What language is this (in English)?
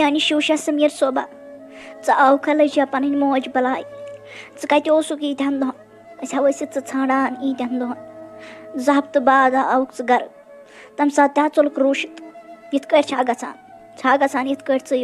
Kashmiri